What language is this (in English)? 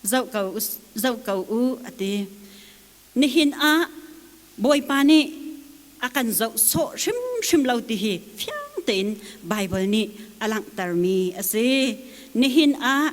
Hakha Chin